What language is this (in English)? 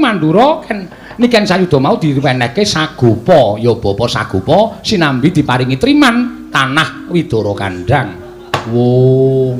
Javanese